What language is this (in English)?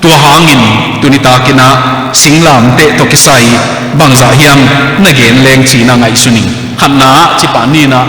Tedim Chin